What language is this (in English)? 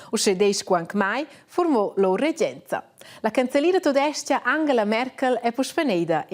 Romansh